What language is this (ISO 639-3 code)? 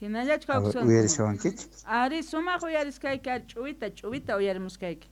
que